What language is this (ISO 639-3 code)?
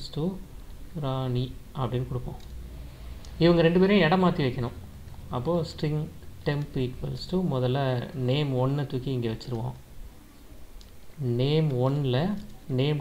tam